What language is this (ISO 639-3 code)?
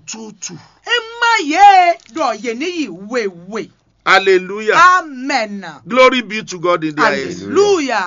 fon